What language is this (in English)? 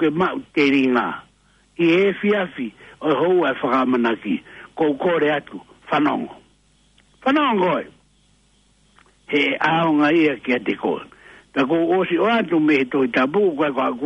Tongan